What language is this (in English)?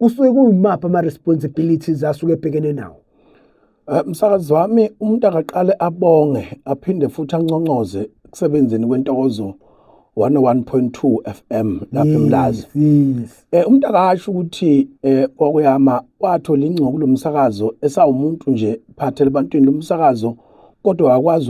Zulu